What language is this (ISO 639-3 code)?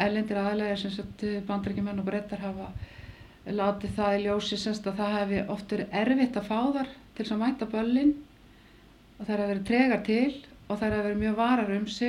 isl